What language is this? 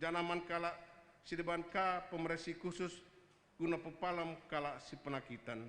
Batak Karo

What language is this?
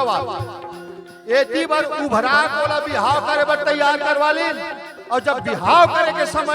Chhattisgarhi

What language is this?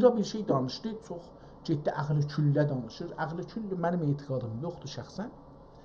South Azerbaijani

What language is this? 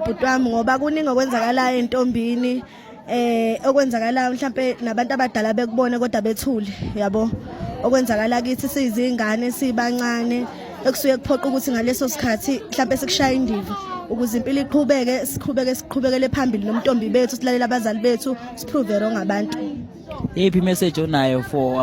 Zulu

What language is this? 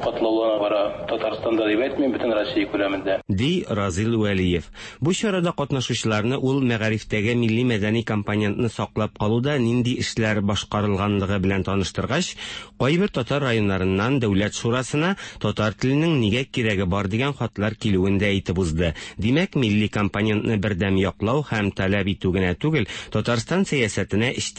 Tatar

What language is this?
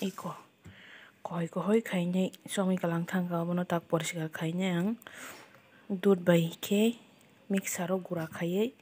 Kok Borok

